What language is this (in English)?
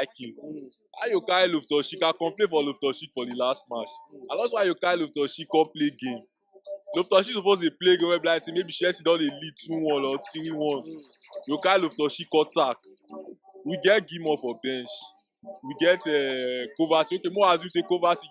Nigerian Pidgin